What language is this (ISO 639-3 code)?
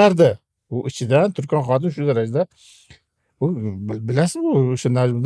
uzb